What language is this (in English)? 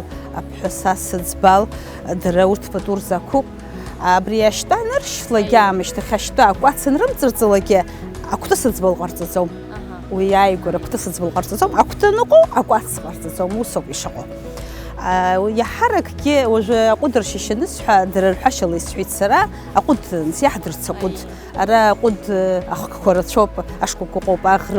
Abkhazian